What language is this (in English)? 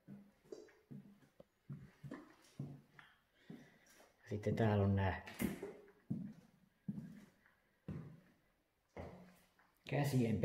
Finnish